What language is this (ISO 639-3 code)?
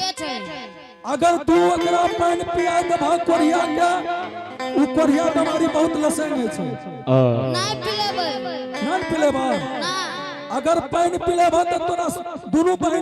anp